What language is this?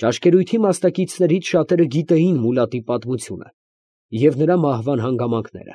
Armenian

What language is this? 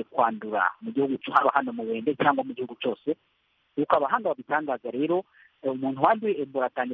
Kinyarwanda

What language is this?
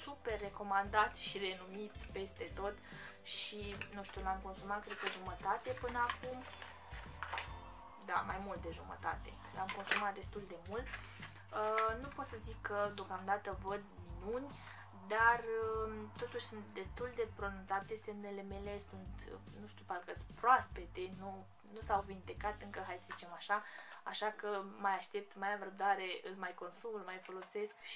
Romanian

